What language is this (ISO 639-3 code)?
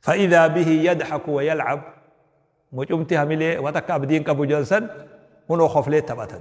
orm